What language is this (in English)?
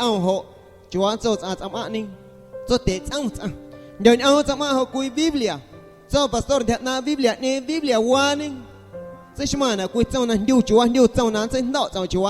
Guerrero Amuzgo